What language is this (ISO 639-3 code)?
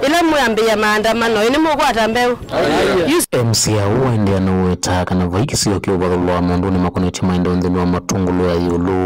kam